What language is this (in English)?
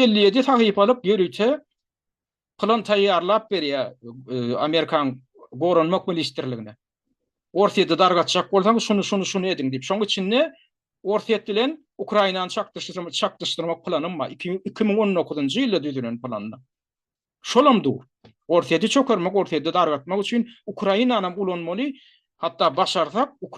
Turkmen